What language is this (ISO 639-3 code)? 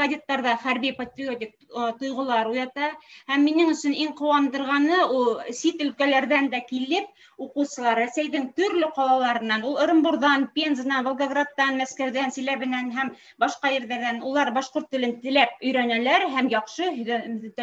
bak